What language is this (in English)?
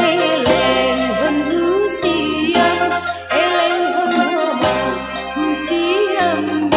Batak Simalungun